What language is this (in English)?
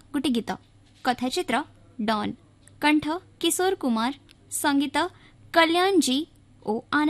Odia